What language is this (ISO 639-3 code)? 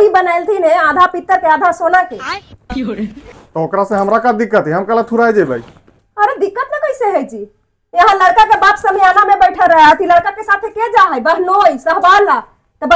mag